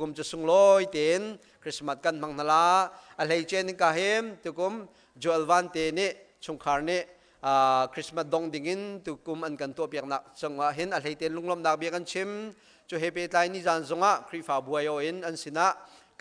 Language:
Hakha Chin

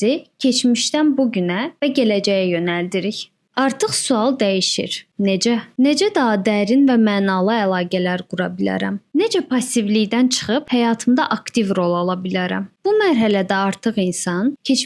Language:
Azerbaijani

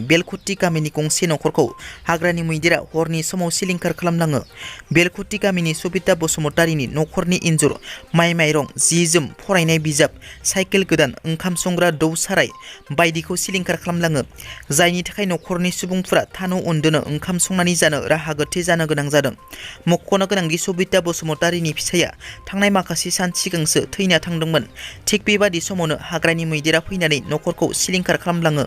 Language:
Bodo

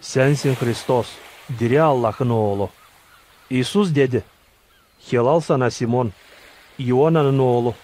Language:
Gagauz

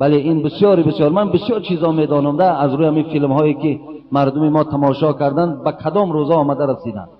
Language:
Tajik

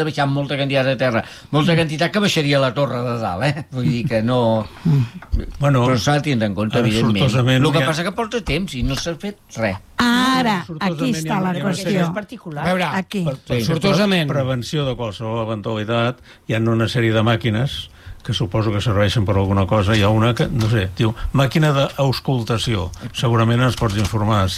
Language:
Catalan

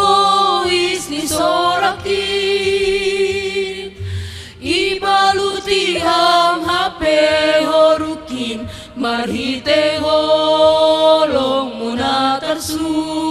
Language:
Batak Simalungun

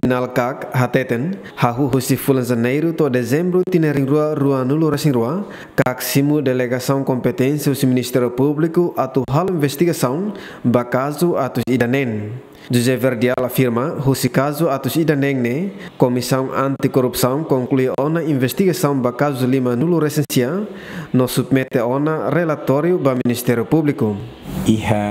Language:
Tetum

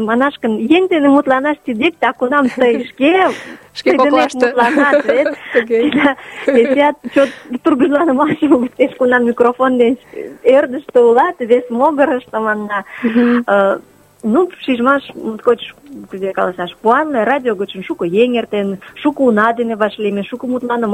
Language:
Mari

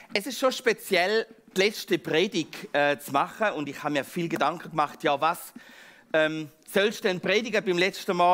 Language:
Swiss German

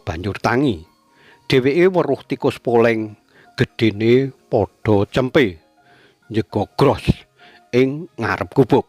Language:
Javanese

